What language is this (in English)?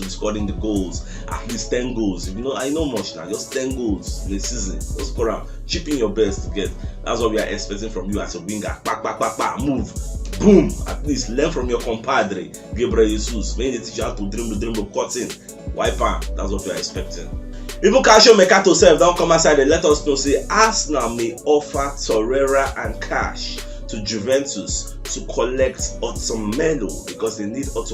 Nigerian Pidgin